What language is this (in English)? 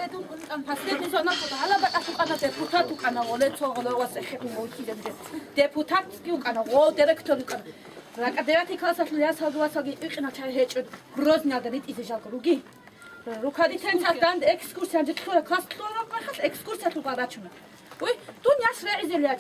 Avaric